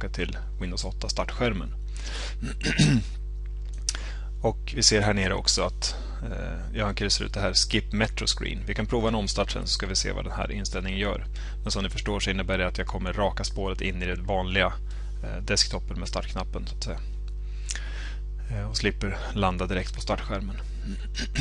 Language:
Swedish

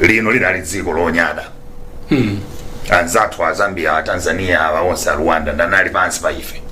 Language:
Nyanja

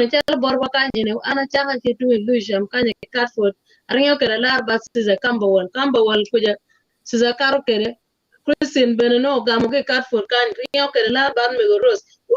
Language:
Acoli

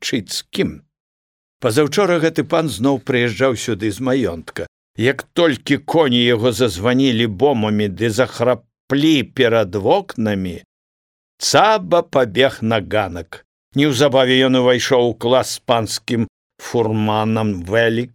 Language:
Belarusian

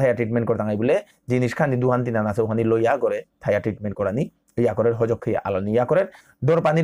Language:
Bishnupriya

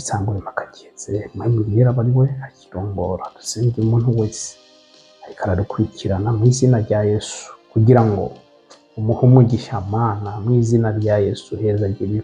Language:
Rundi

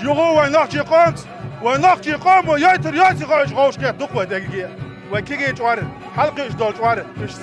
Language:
Chechen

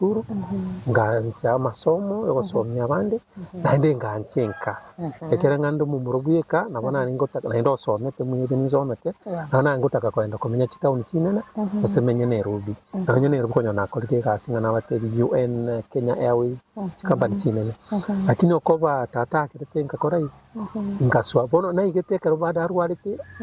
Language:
Gusii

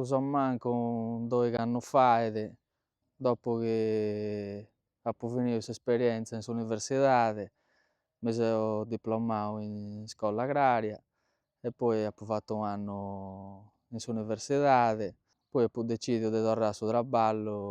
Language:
Sardinian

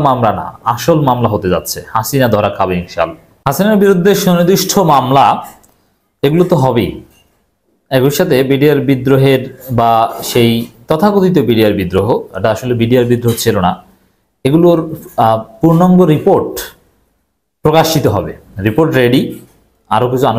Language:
Bangla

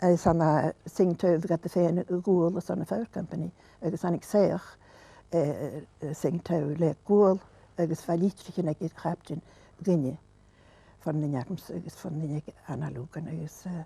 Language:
Scottish Gaelic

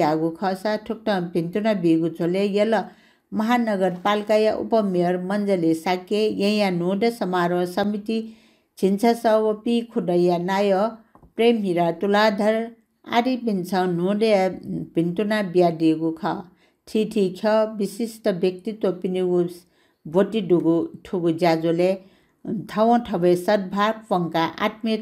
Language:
Newari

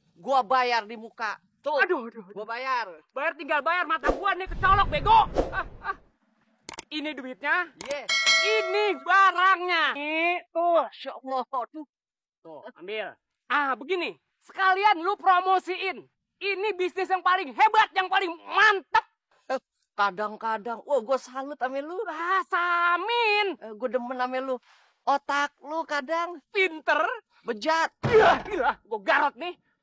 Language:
Betawi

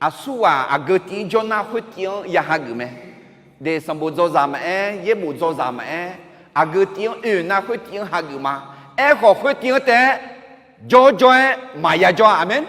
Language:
Akha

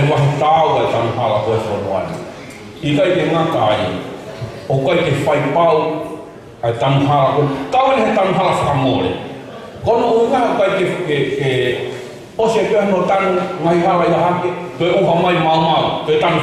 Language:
Tongan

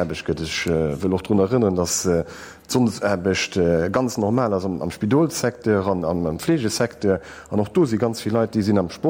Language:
Luxembourgish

